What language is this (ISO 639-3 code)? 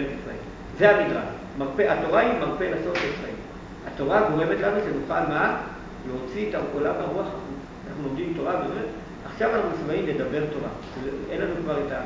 heb